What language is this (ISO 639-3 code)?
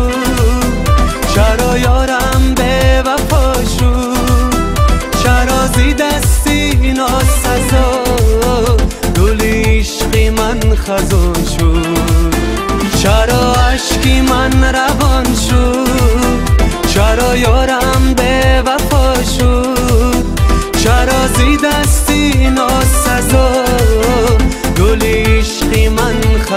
fas